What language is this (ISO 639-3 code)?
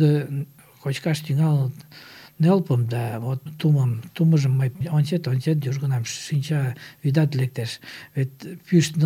chm